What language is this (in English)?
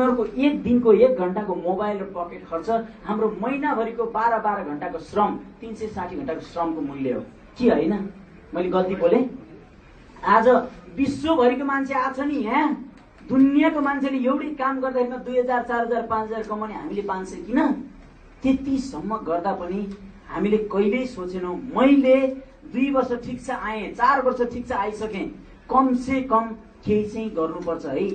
Nepali